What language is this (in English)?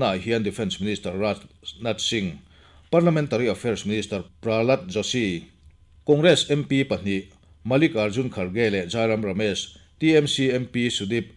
Mizo